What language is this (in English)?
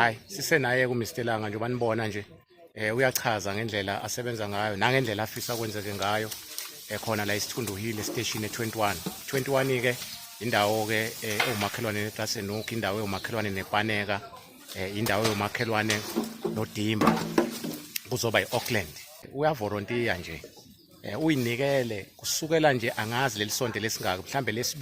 Zulu